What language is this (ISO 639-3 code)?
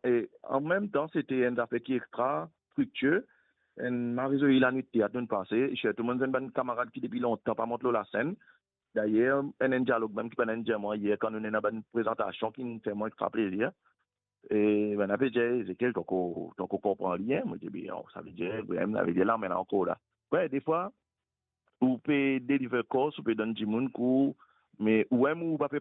mfe